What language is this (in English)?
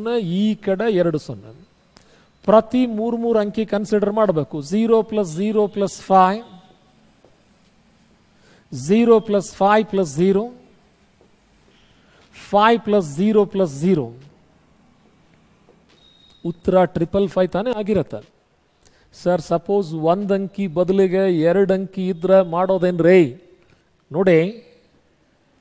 Kannada